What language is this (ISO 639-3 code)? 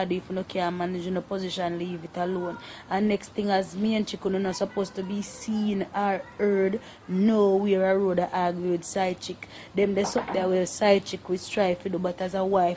jam